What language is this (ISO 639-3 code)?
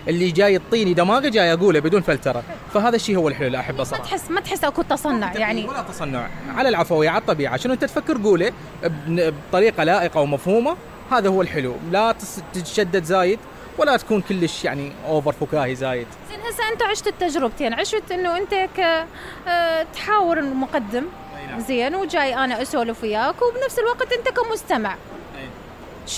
acm